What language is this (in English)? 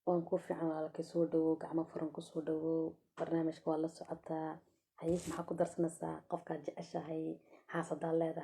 Somali